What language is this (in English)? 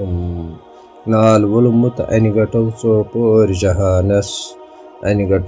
Kashmiri